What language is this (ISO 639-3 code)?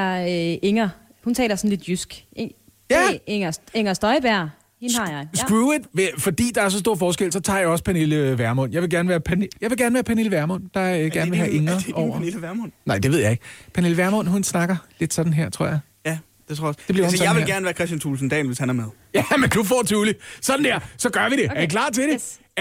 dan